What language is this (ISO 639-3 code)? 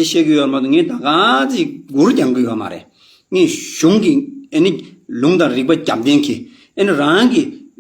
bod